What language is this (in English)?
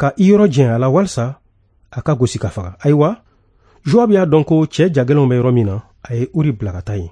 Bambara